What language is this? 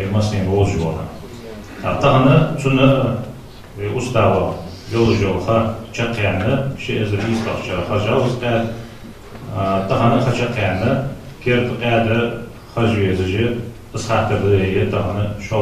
Ingush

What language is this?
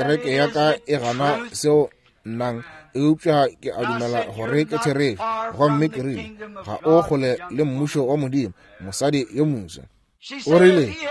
Northern Sotho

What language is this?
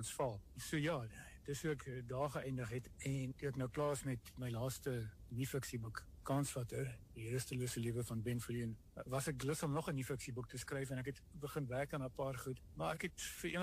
Afrikaans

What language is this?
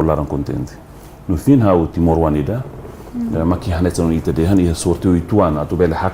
Tetum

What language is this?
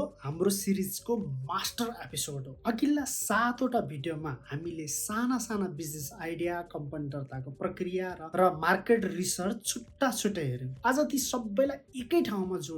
Nepali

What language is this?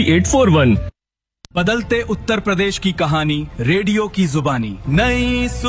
Hindi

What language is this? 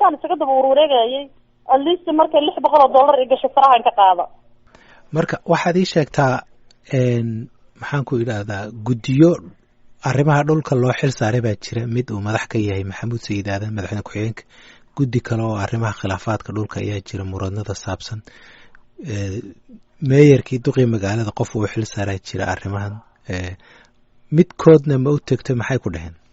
Somali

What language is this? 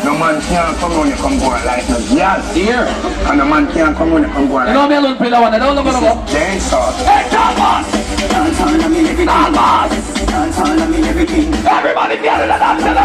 Jamaican Creole English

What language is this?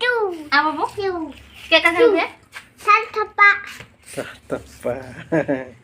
Santali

